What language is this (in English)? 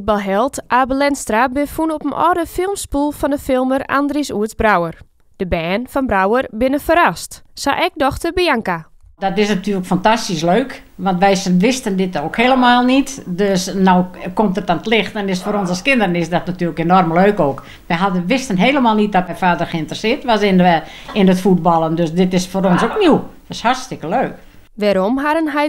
Western Frisian